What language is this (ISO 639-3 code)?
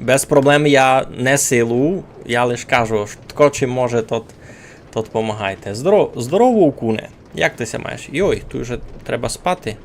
rue